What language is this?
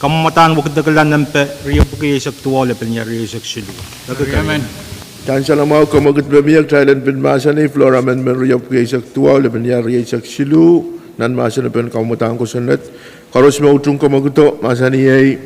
Pohnpeian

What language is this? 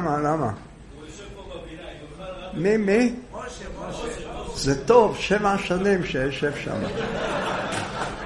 Hebrew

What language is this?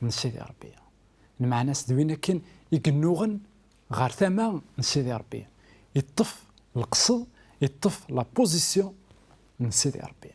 Kabyle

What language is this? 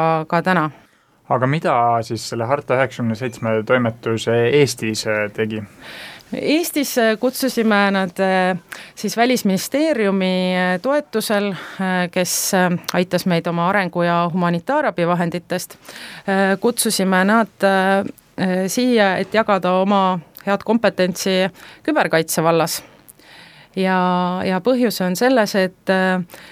Estonian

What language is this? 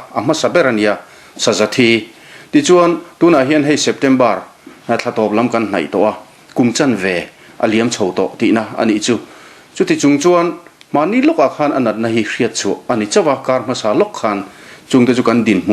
Mizo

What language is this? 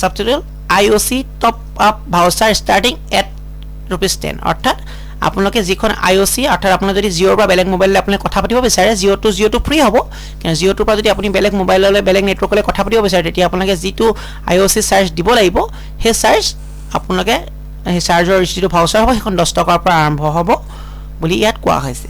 Assamese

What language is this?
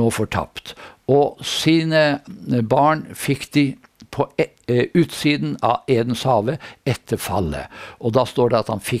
Norwegian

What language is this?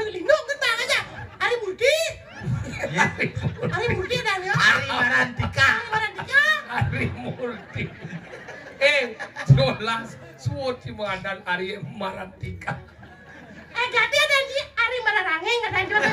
Balinese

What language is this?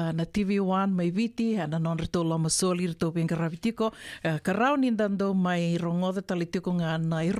Fijian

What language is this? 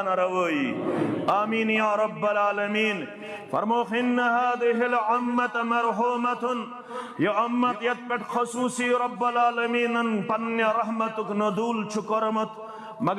Kashmiri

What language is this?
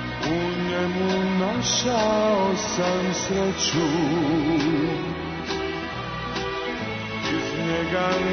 Serbian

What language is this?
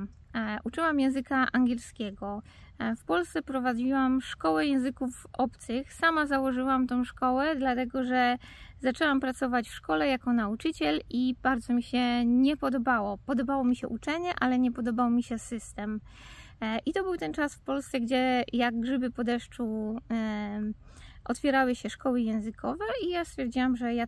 Polish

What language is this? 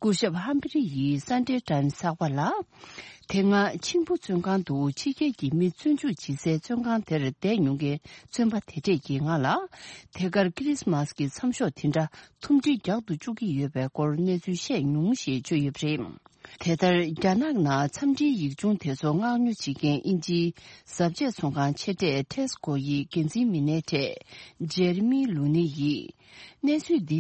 Tibetan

